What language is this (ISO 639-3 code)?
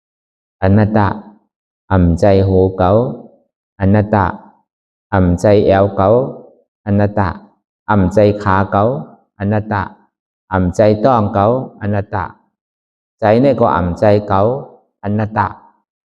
shn